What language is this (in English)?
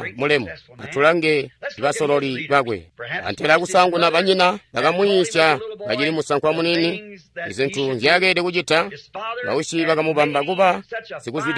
Tonga (Zambia)